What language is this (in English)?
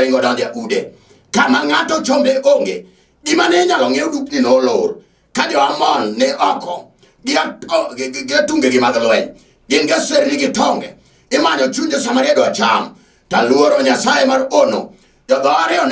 Luo (Kenya and Tanzania)